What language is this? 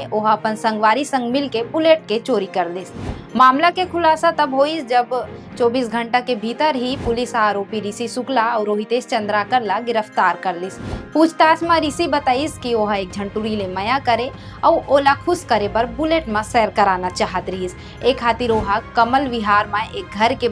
Chhattisgarhi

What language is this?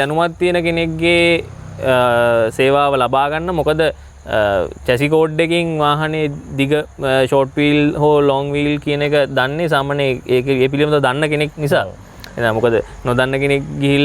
Sinhala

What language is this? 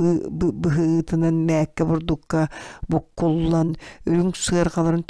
Yakut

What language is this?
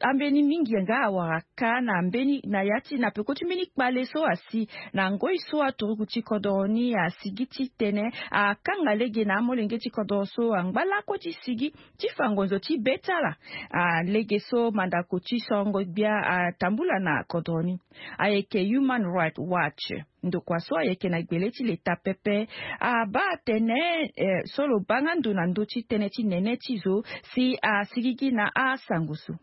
Sango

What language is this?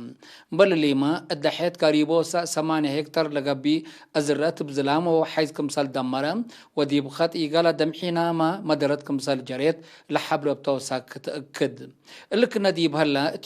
Tigre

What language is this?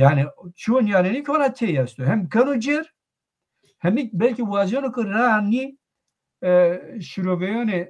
Zaza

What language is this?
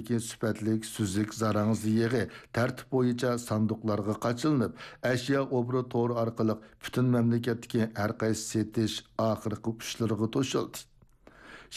Uyghur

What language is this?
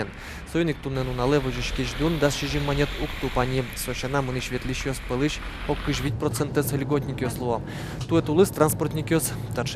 Udmurt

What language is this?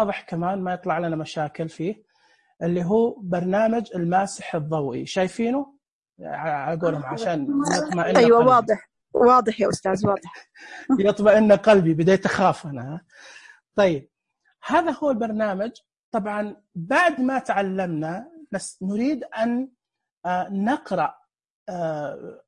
Najdi Arabic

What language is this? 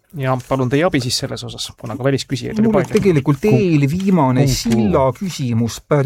Estonian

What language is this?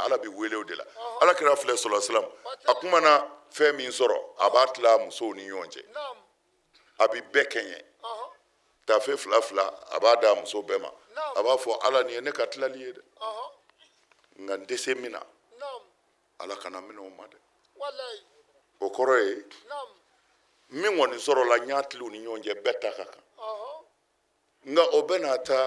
Bambara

